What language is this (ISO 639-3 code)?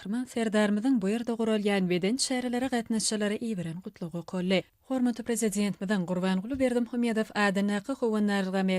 tuk